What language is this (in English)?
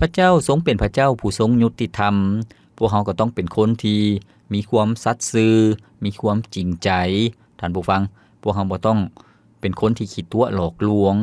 Lao